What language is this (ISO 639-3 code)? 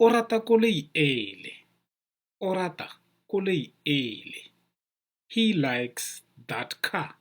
tsn